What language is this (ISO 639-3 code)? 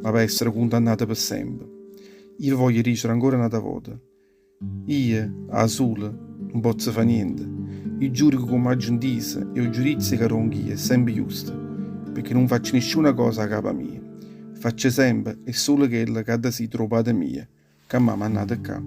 nap